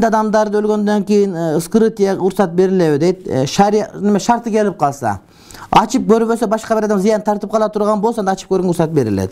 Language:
Kyrgyz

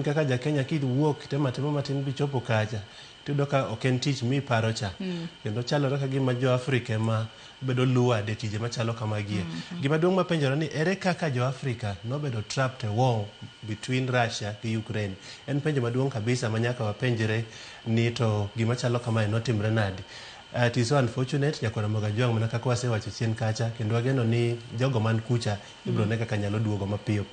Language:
Luo (Kenya and Tanzania)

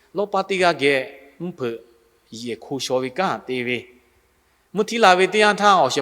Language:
Lahu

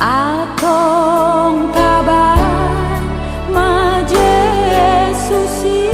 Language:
Batak Toba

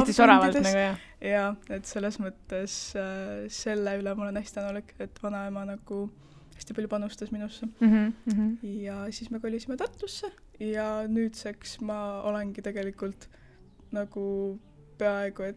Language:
Estonian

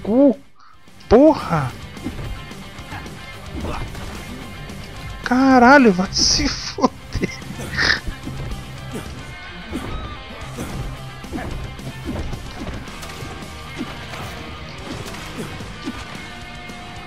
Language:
Portuguese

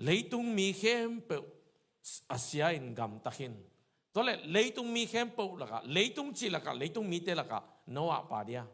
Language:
Tedim Chin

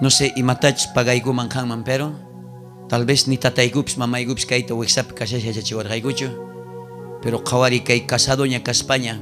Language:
South Bolivian Quechua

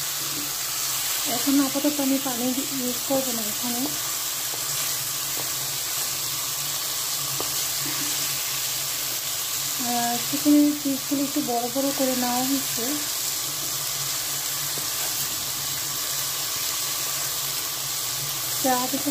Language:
Bangla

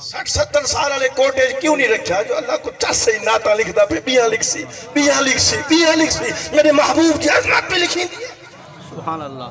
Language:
Saraiki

